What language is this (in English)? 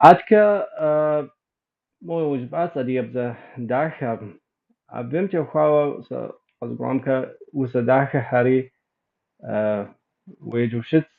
Kabardian